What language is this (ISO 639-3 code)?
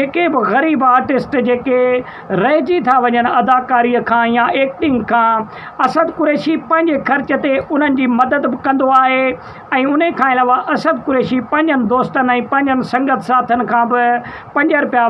snd